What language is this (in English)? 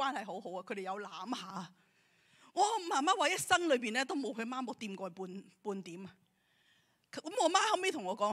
Cantonese